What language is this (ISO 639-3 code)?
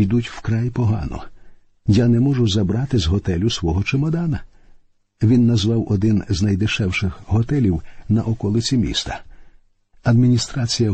ukr